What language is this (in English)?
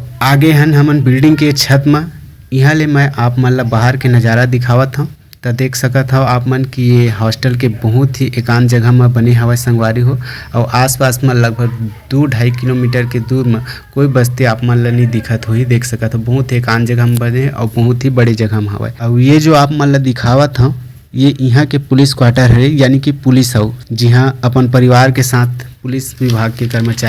Chhattisgarhi